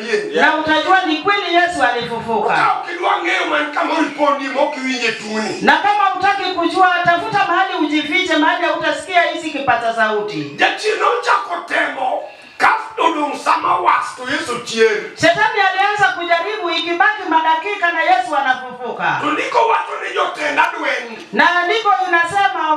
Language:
Luo (Kenya and Tanzania)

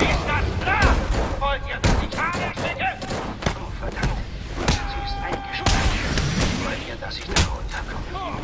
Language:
Bavarian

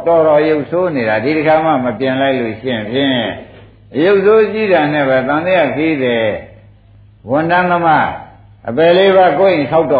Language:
Burmese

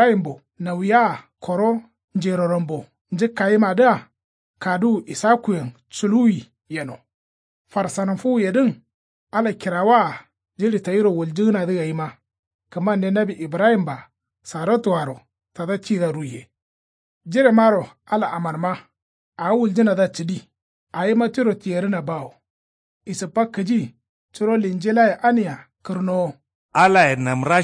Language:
Kanuri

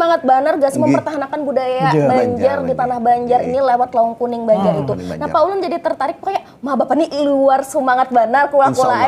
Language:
Banjar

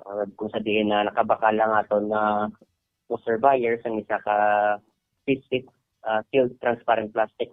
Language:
Hiligaynon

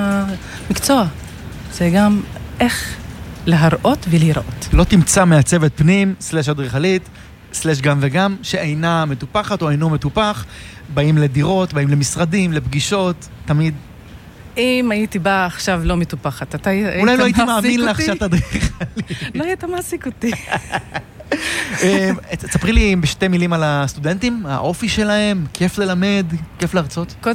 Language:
Hebrew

